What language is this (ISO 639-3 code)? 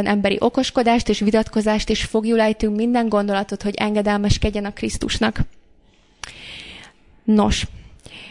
hun